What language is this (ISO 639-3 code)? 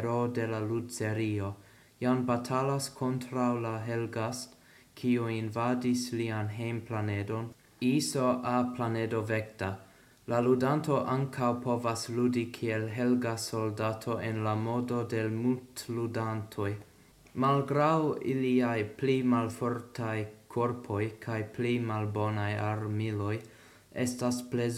epo